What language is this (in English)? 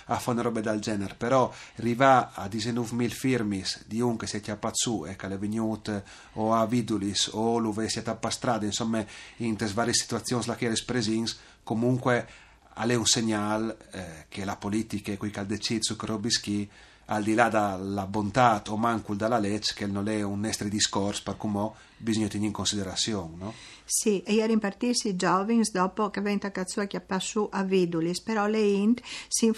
Friulian